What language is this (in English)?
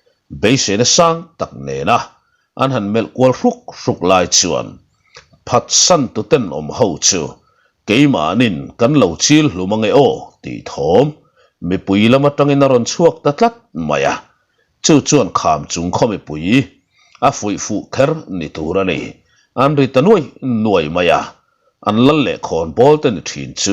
Mizo